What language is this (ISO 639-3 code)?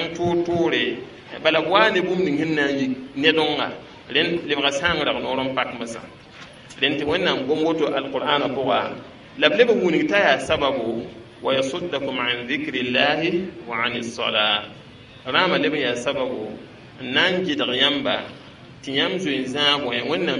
mos